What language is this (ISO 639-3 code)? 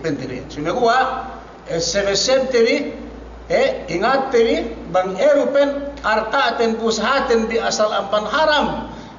yka